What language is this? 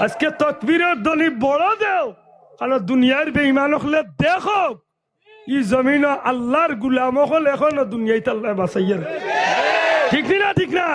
Sylheti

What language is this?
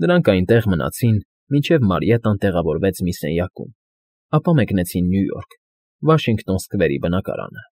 Armenian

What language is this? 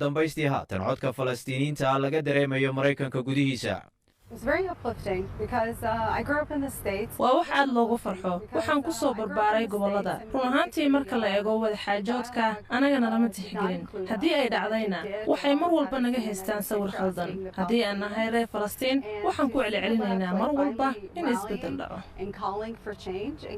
Somali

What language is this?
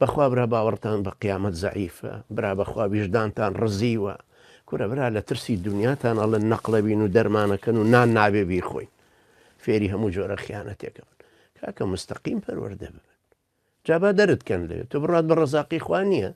Central Kurdish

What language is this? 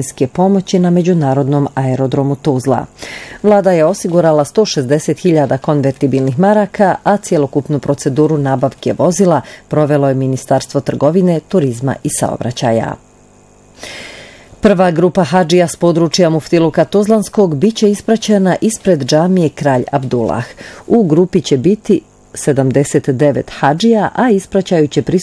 Bosnian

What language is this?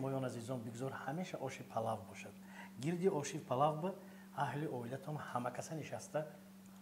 Tajik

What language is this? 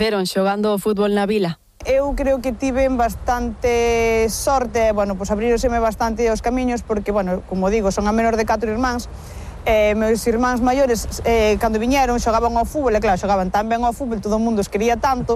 Galician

